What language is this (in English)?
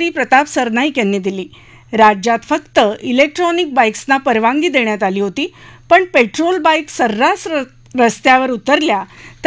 Marathi